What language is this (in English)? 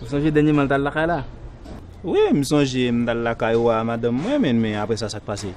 Haitian Creole